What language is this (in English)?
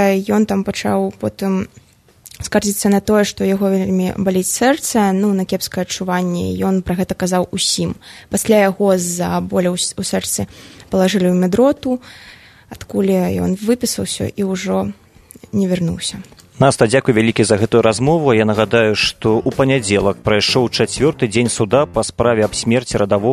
Belarusian